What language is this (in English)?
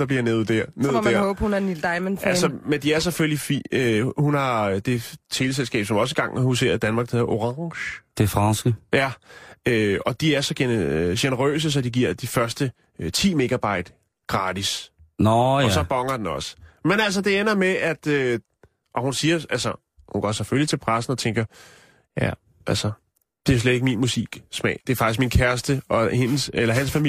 Danish